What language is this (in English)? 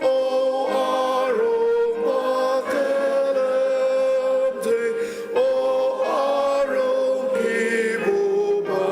Ao Naga